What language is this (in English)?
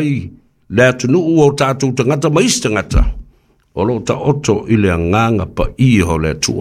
Samoan